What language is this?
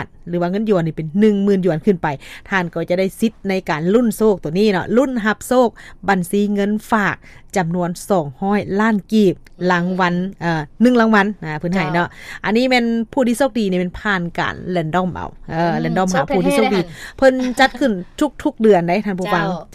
Lao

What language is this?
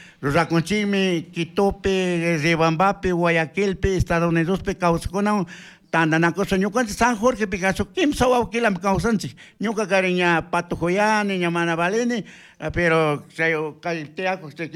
Chimborazo Highland Quichua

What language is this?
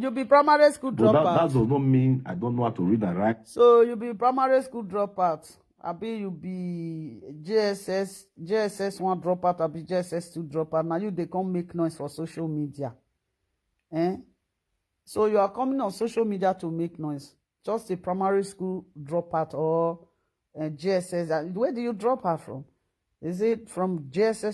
Nigerian Pidgin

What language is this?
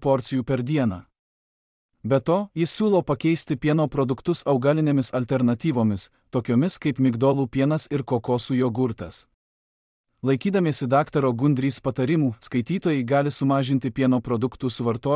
Lithuanian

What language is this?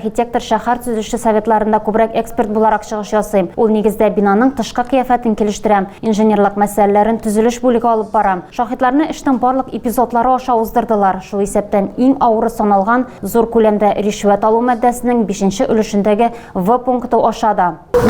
Tatar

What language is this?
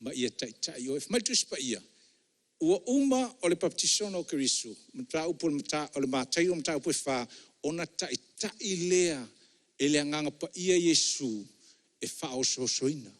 Samoan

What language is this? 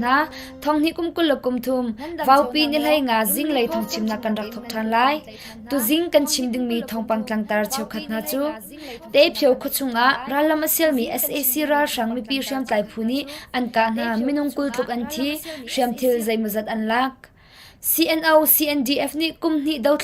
Hakha Chin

